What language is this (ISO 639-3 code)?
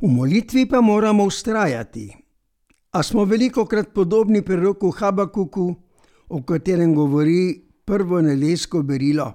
slv